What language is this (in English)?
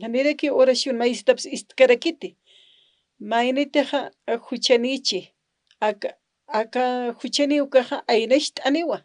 Aymara